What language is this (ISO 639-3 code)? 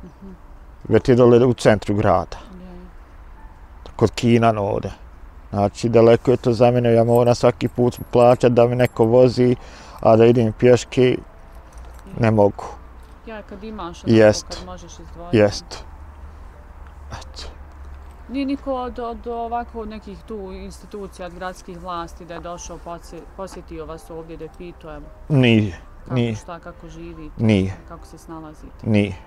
bos